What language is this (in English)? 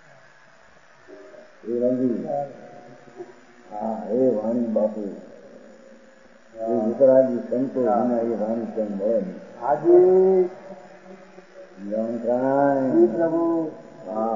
Gujarati